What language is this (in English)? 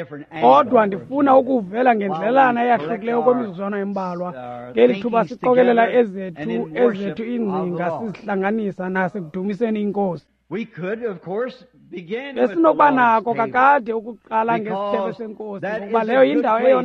Xhosa